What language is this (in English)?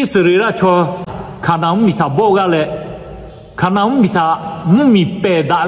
Lahu